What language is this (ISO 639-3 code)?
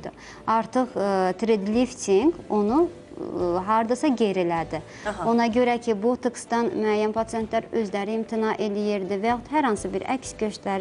aze